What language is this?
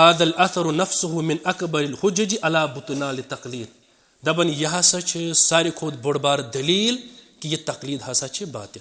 Kashmiri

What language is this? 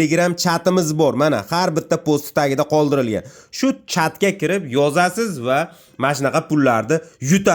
Uzbek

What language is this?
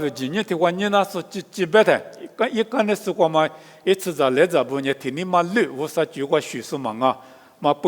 Lisu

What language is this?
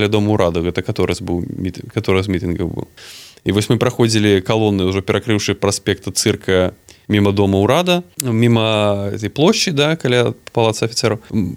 Belarusian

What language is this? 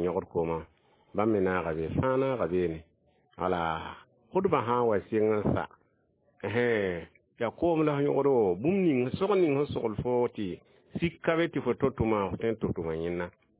Mossi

